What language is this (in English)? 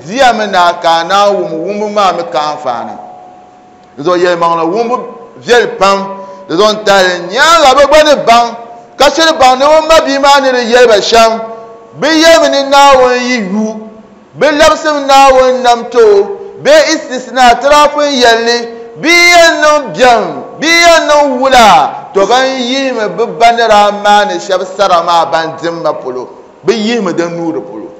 Dagbani